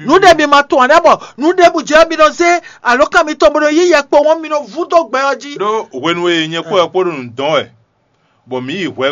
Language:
Fon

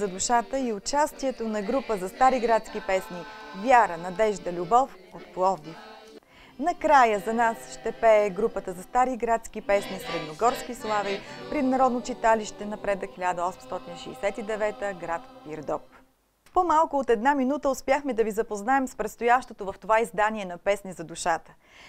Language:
Bulgarian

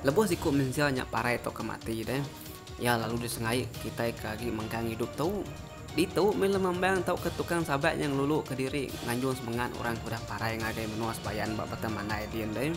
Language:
Iban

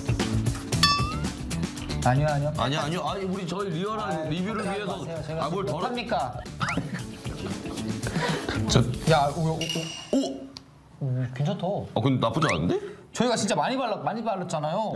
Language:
Korean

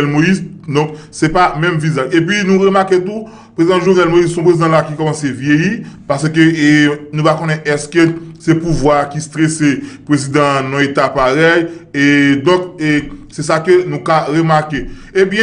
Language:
Haitian Creole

